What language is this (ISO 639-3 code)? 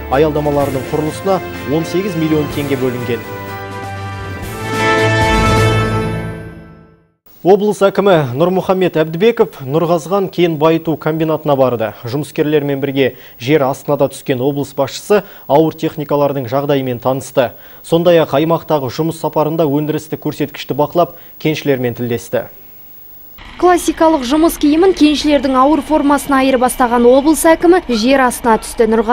kaz